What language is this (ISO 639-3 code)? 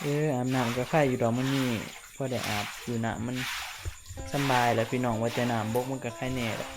tts